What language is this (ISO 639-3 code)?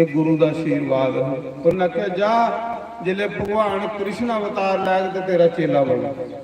doi